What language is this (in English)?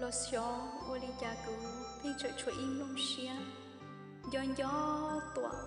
Hmong